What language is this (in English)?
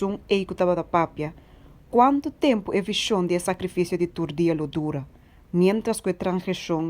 Papiamento